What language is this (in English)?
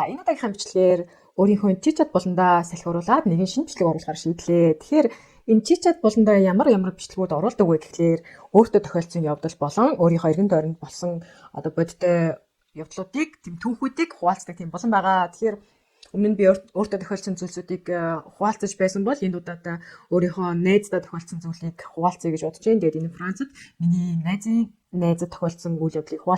Mongolian